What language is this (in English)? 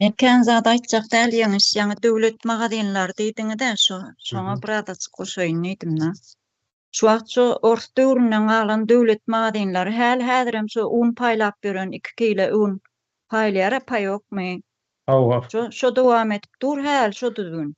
Turkmen